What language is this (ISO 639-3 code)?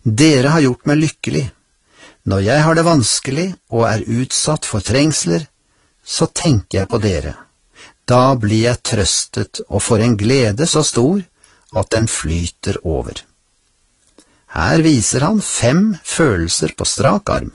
nor